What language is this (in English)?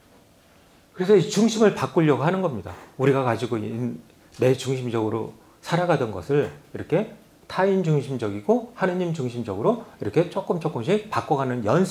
Korean